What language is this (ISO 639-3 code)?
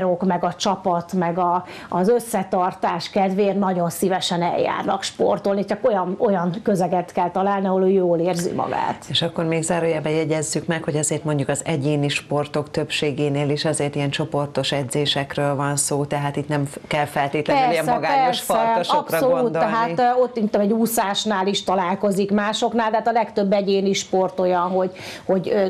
hun